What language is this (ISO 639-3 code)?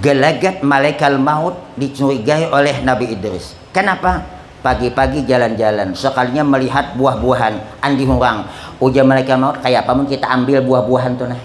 bjn